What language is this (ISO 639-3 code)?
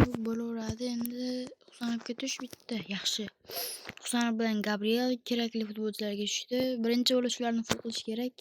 uzb